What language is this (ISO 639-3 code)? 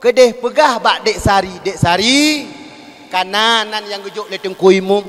ace